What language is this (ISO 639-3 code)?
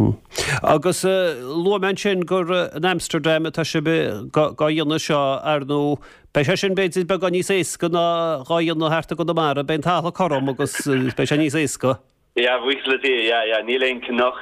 gle